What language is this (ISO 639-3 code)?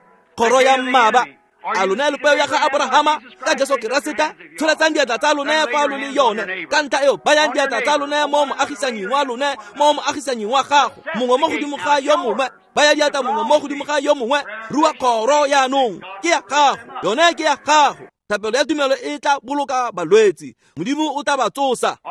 tsn